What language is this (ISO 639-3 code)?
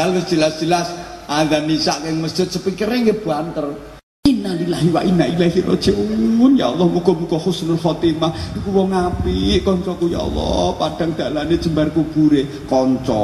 jav